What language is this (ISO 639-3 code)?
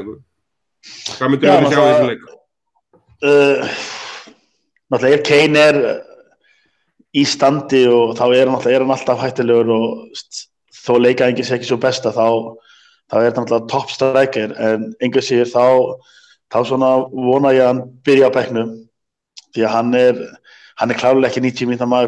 isl